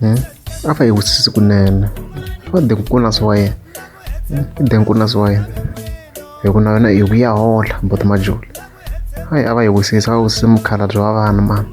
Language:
Tsonga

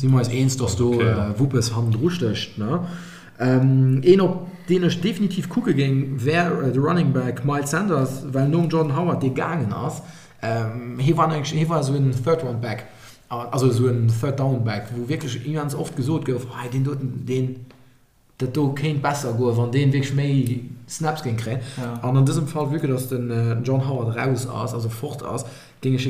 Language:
Luxembourgish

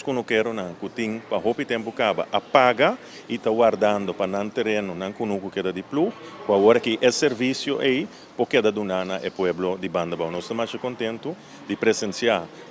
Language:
Papiamento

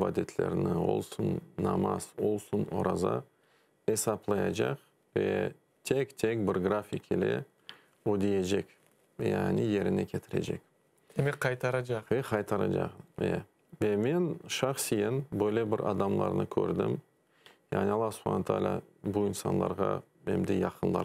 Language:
Crimean Tatar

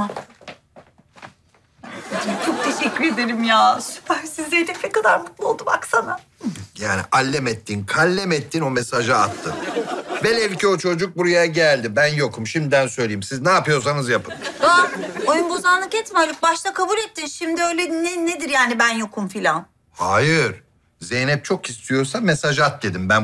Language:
Turkish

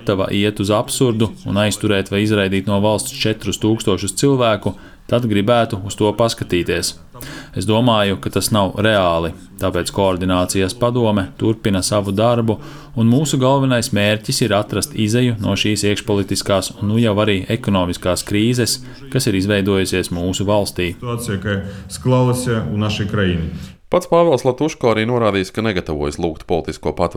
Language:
Latvian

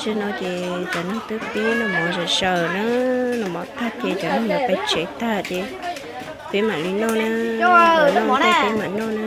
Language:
Hmong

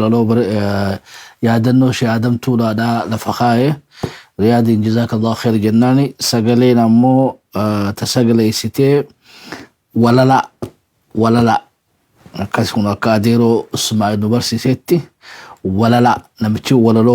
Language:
Oromo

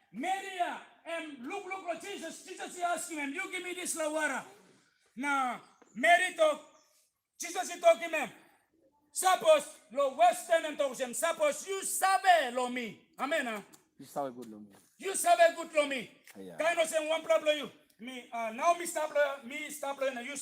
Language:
Tok Pisin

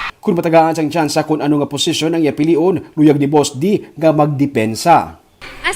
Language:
Hiligaynon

